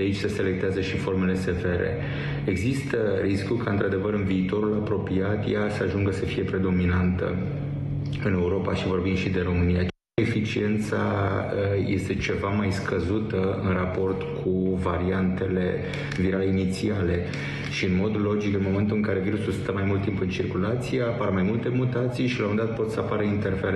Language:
Romanian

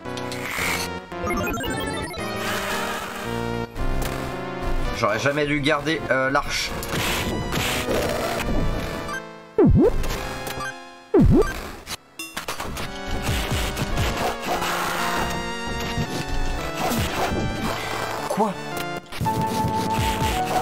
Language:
French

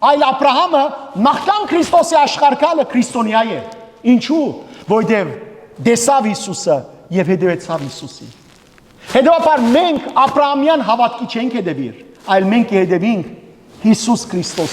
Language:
Western Armenian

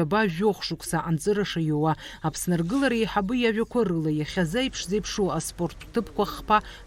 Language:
Abkhazian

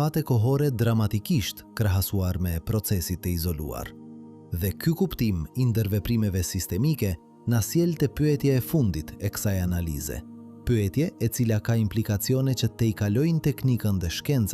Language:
Albanian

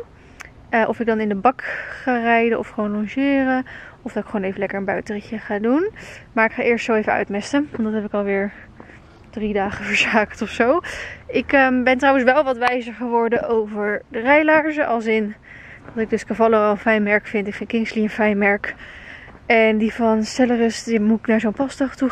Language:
Dutch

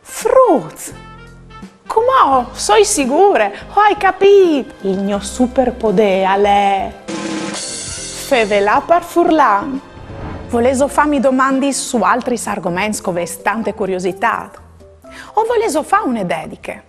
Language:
Friulian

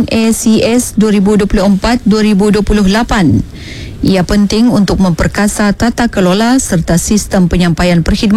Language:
Malay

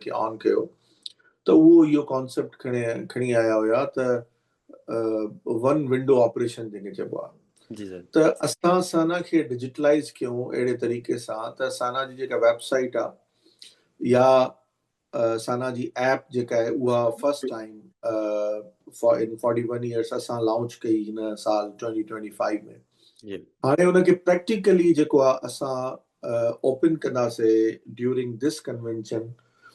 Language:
Sindhi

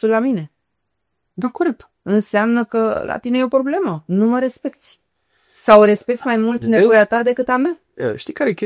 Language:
Romanian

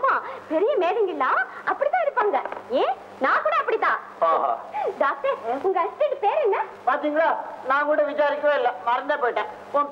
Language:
Tamil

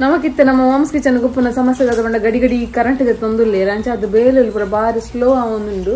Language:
Tulu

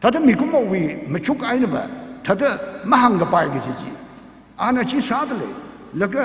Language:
Tangkhul Naga (India)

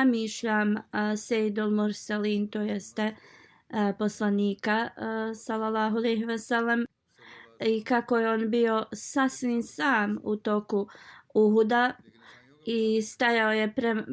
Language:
Bosnian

